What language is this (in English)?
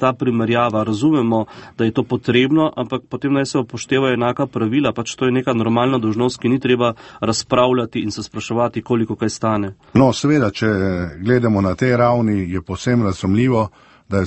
Slovenian